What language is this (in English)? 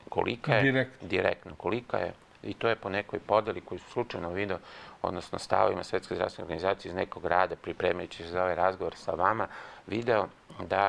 Serbian